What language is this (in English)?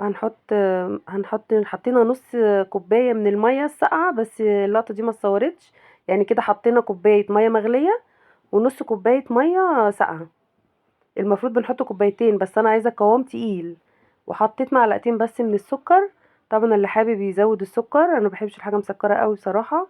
Egyptian Arabic